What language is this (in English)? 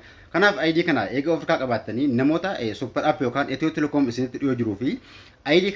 Oromo